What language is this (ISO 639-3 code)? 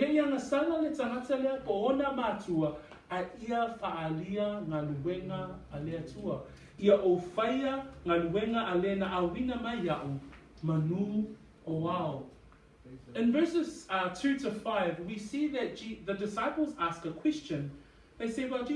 smo